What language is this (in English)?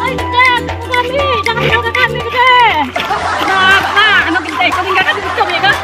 Musi